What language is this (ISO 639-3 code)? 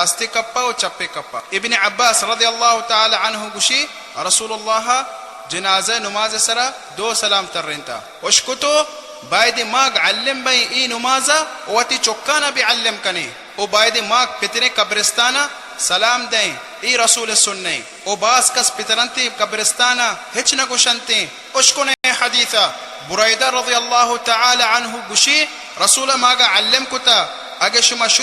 bal